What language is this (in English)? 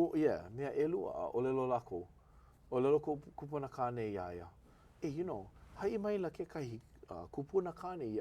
Hawaiian